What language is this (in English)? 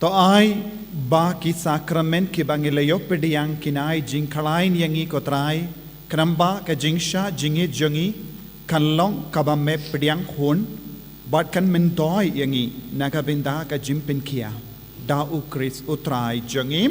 Khasi